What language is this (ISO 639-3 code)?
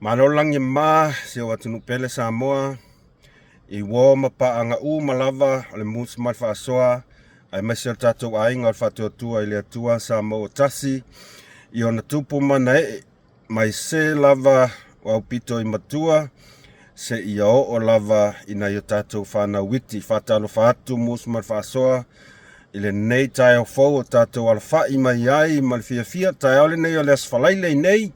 smo